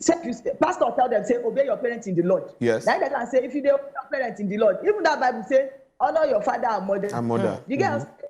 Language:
Nigerian Pidgin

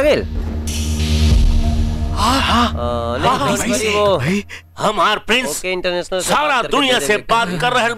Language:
Bhojpuri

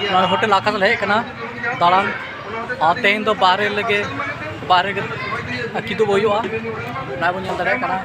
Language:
Santali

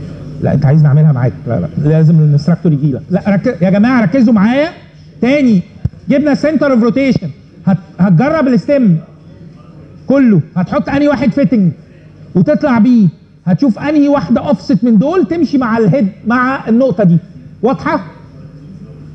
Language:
Egyptian Arabic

